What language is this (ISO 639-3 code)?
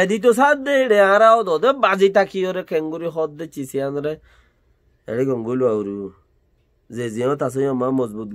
rhg